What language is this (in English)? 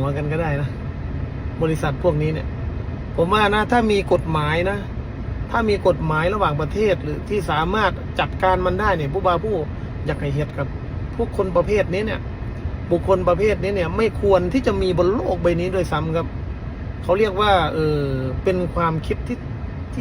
Northeastern Thai